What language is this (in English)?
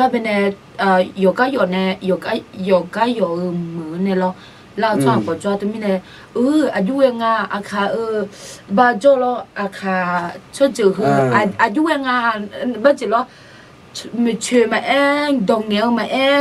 Akha